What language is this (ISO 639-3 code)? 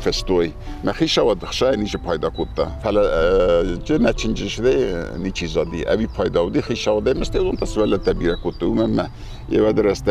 oss